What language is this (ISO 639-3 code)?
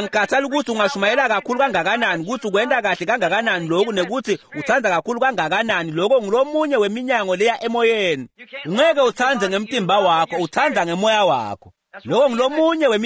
ssw